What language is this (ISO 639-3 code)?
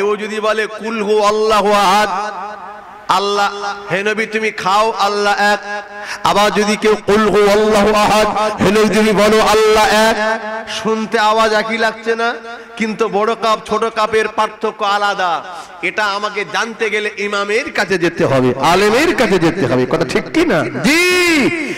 ben